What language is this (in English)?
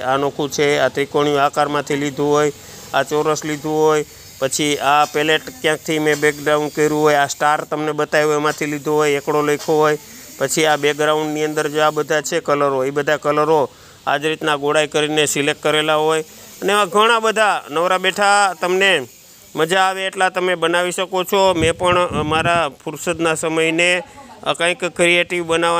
Gujarati